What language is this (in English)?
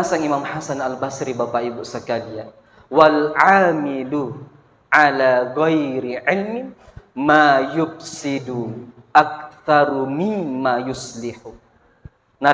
Buginese